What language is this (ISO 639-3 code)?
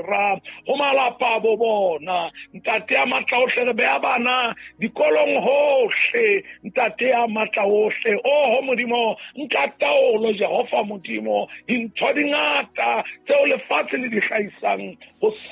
sot